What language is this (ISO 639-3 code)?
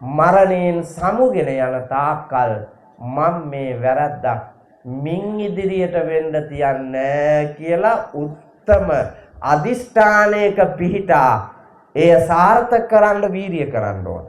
sin